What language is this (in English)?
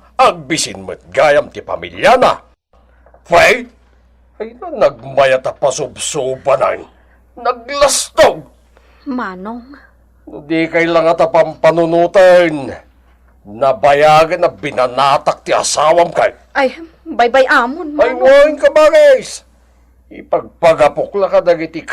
Iloko